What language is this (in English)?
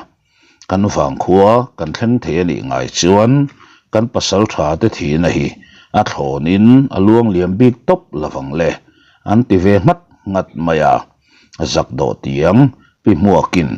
Mizo